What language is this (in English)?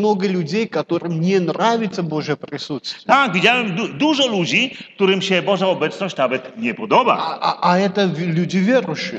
Polish